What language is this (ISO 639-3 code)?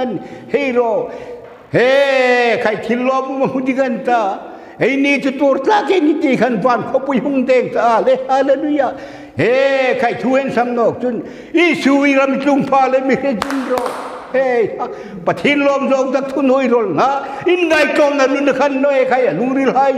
hmr